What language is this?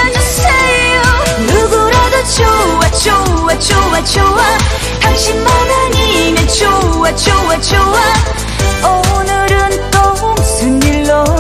Korean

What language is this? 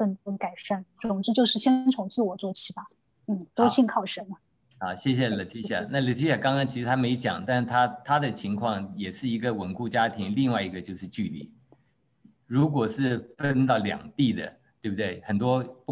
Chinese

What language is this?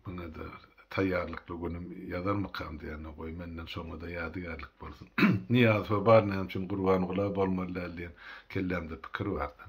Turkmen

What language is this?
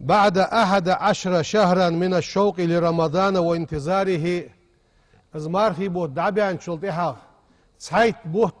Ingush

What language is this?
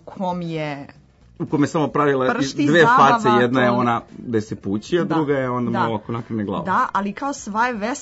Serbian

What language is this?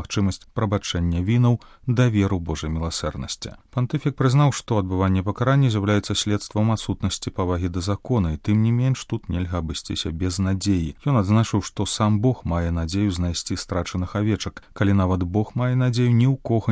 Belarusian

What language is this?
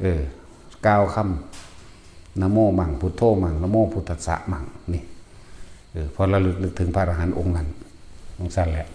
Northeastern Thai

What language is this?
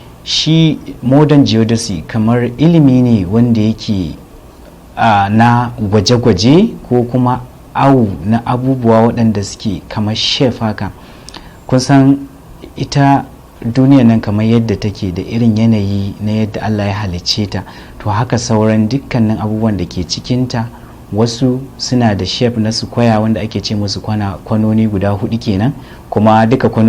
Hausa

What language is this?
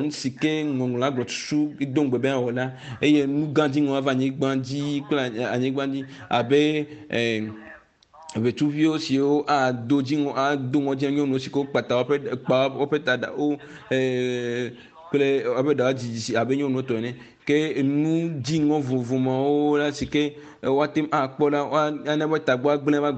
Ewe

